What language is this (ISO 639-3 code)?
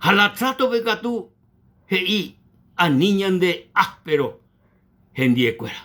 grn